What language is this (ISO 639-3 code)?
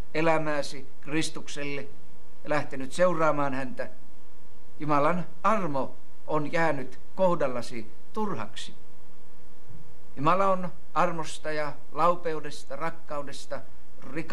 fin